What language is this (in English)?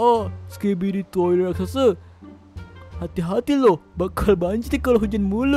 Indonesian